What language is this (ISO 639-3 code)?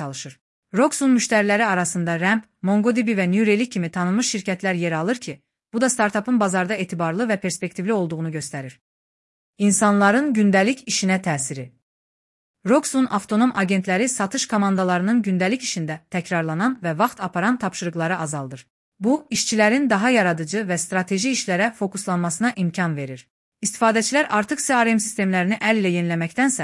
aze